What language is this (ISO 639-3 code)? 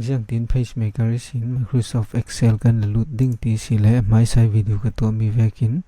cfm